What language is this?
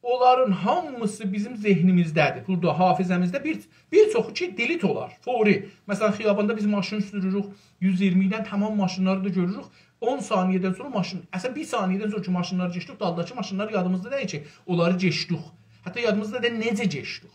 South Azerbaijani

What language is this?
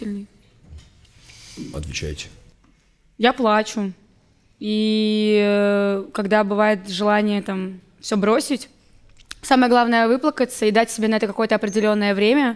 Russian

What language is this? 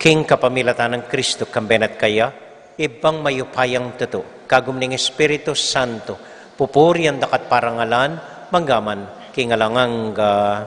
Pampanga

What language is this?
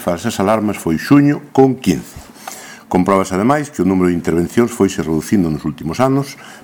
Galician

